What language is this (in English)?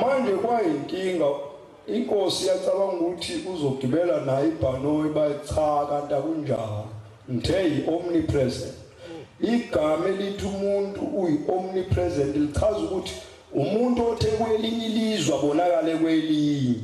Zulu